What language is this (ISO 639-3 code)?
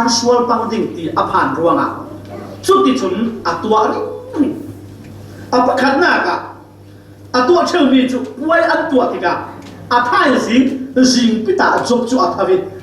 cfm